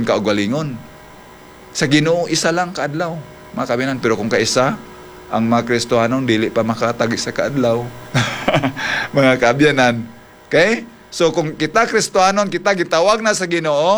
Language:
Hiligaynon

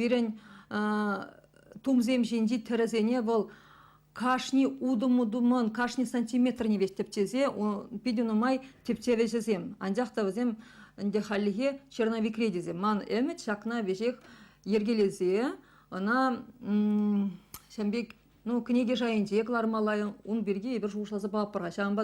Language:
Chuvash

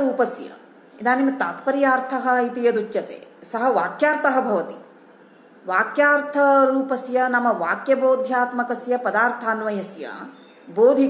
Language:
Sanskrit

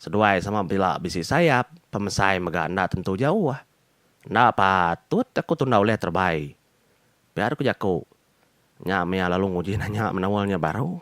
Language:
Iban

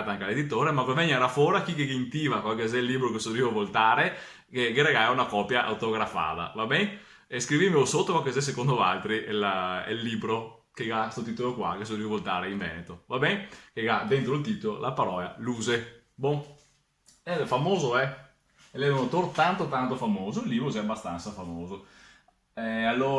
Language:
Venetian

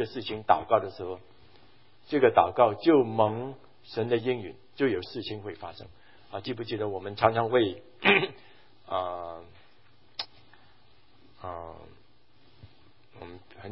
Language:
Chinese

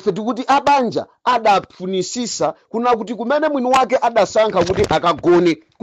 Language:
Nyanja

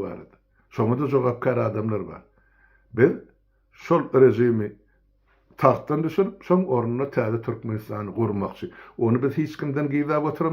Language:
Turkmen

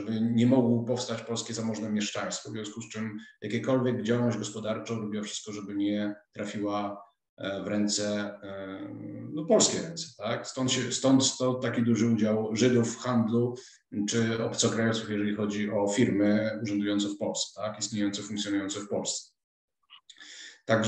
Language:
Polish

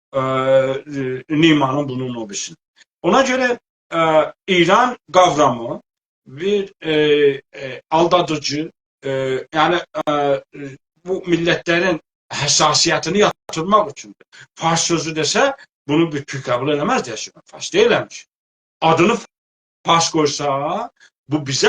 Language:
South Azerbaijani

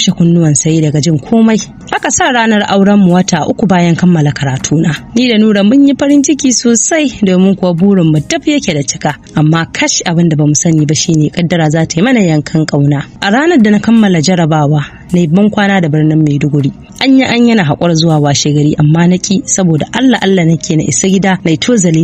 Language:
Hausa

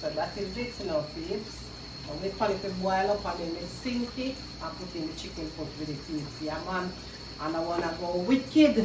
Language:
Jamaican Creole English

